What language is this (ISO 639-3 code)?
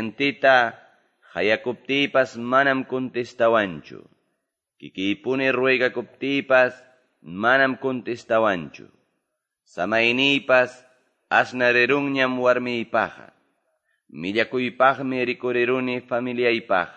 que